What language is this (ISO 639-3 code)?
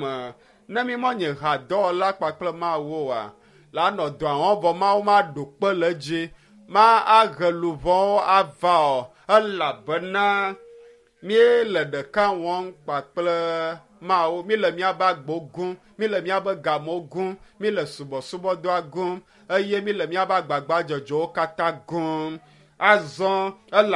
ewe